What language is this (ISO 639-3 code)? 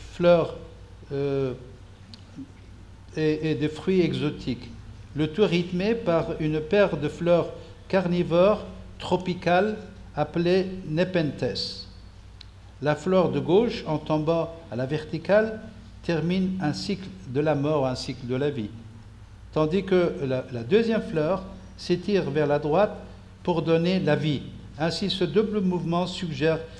fra